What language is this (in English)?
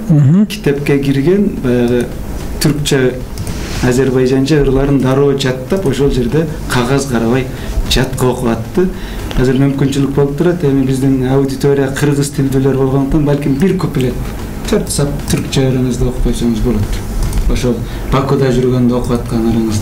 Kyrgyz